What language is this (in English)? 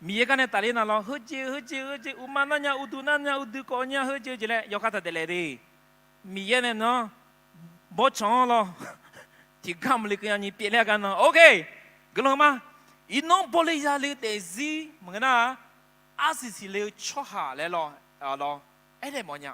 Akha